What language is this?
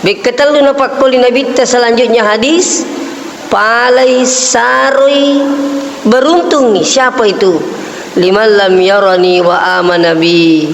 Buginese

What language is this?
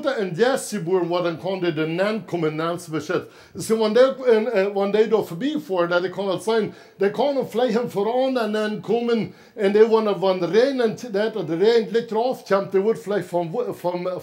Plautdietsch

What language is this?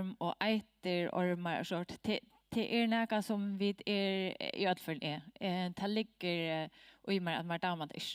Faroese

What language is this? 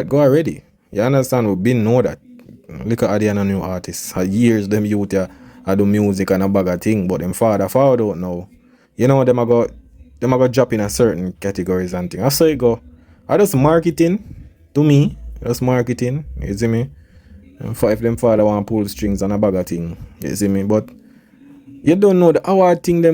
Jamaican Creole English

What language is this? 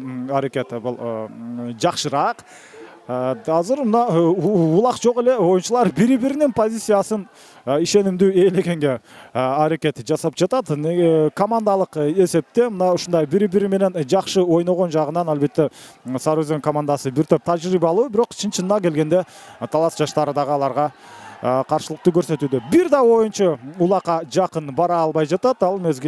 Kyrgyz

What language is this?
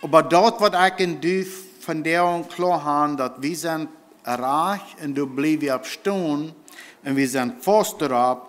Plautdietsch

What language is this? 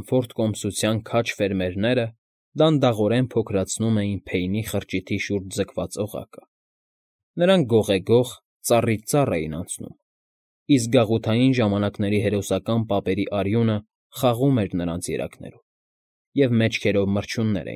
Armenian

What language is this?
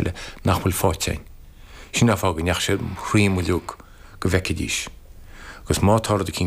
Irish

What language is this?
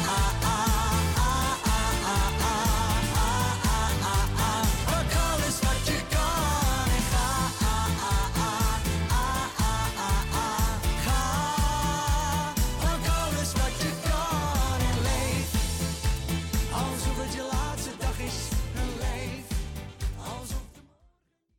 Dutch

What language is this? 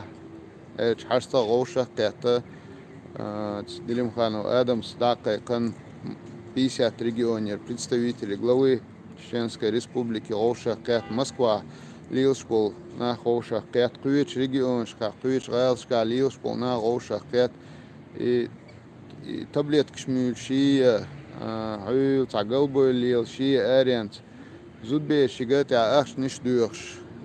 Chechen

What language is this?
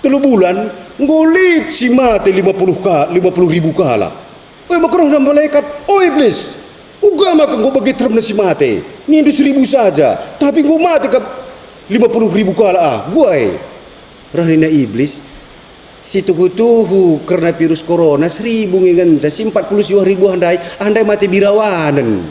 Batak Karo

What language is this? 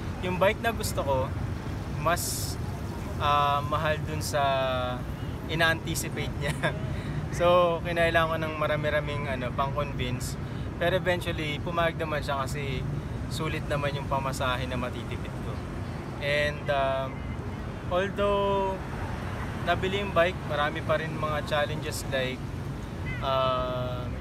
Filipino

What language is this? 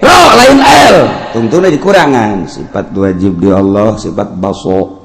Sundanese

